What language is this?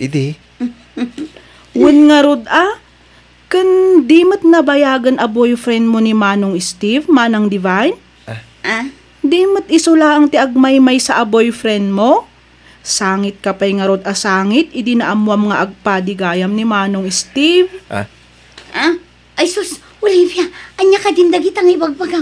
Iloko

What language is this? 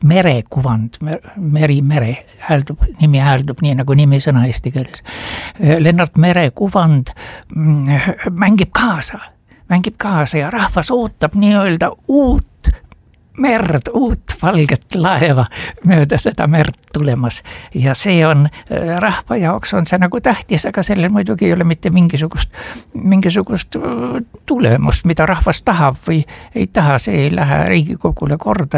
Estonian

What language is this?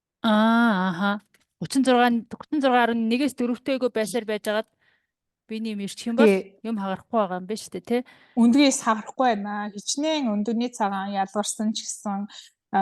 Mongolian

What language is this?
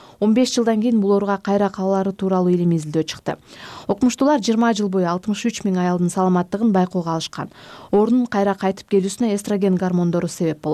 Kyrgyz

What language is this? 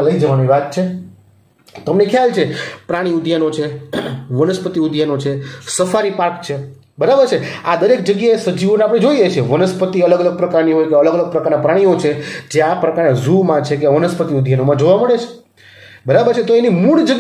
Gujarati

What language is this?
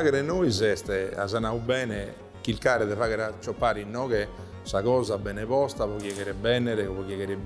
Sardinian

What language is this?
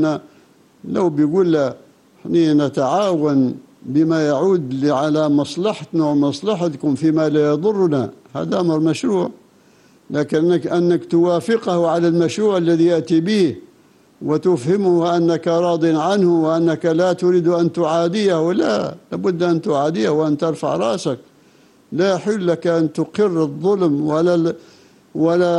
Arabic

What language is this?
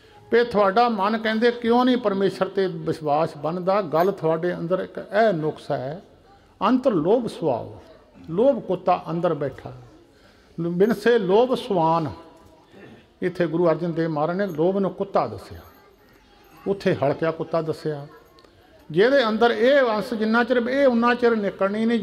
Punjabi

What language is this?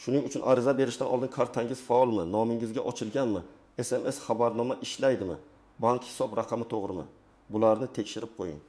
Uzbek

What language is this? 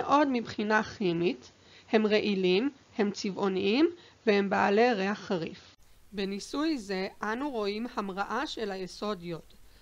Hebrew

